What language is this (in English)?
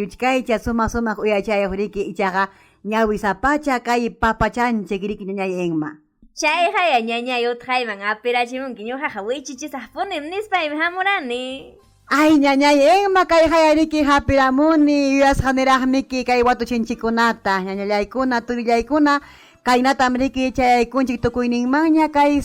Ayacucho Quechua